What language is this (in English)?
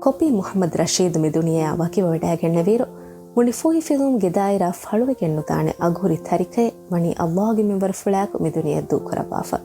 Divehi